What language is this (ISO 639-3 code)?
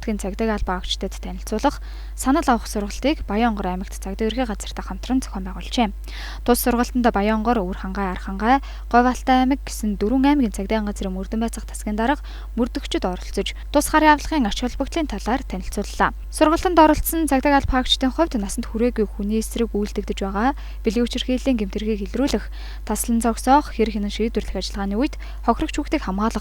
mon